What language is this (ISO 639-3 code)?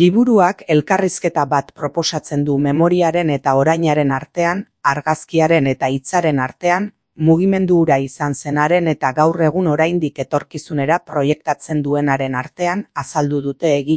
eus